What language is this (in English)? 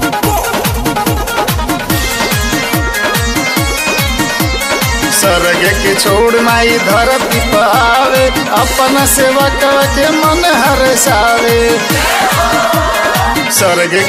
Bhojpuri